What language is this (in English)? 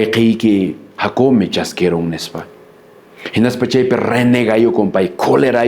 Quechua